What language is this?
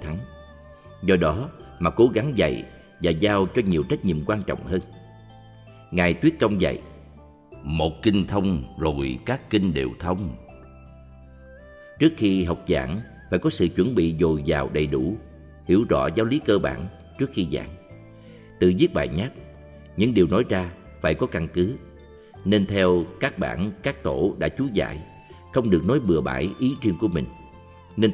Vietnamese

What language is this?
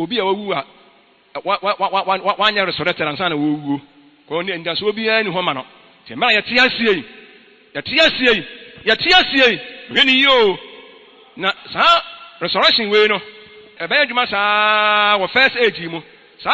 Akan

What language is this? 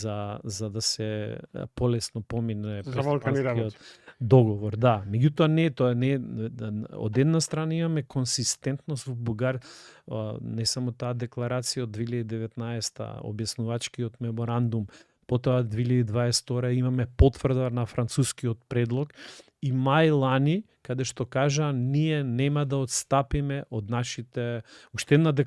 Macedonian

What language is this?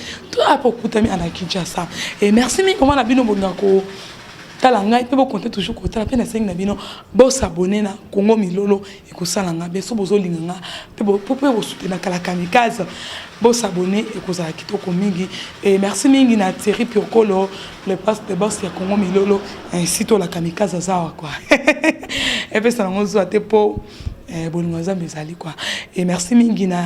Lingala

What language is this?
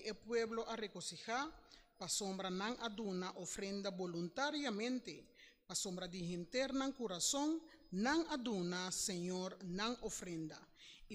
Papiamento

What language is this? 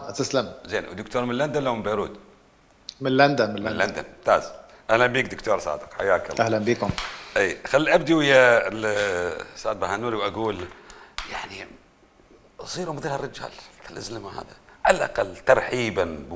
Mesopotamian Arabic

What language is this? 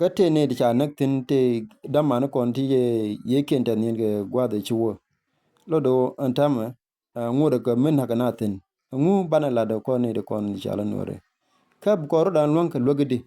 Nuer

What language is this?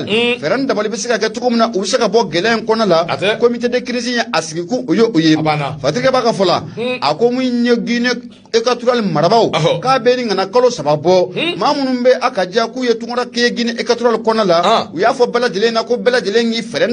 Bambara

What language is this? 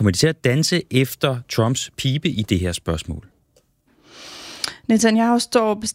Danish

